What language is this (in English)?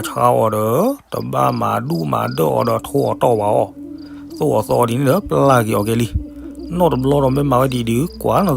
S'gaw Karen